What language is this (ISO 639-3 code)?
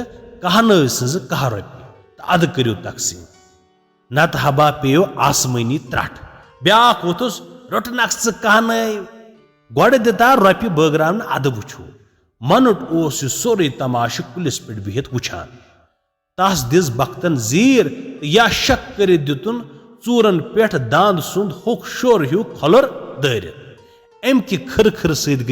kas